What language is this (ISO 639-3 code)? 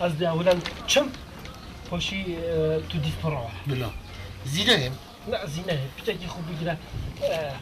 kur